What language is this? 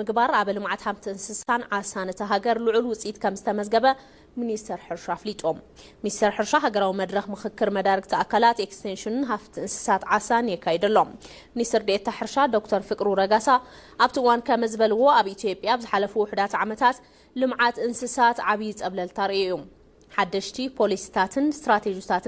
Tigrinya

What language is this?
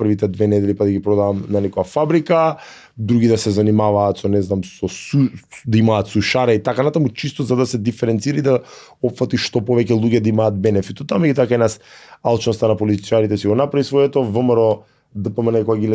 Macedonian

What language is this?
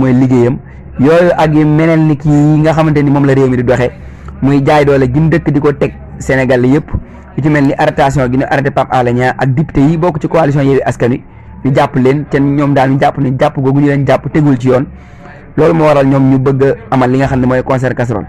Wolof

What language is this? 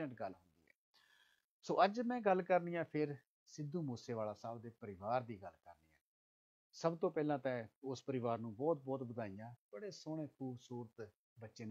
Punjabi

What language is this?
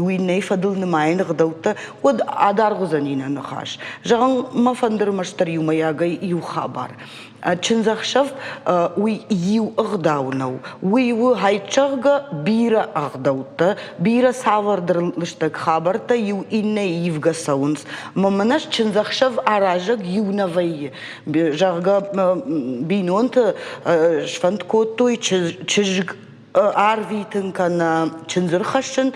Ossetic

